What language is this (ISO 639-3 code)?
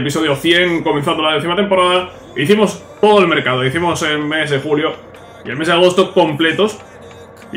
spa